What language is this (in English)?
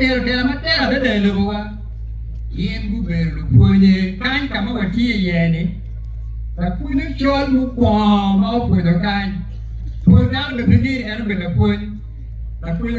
Acoli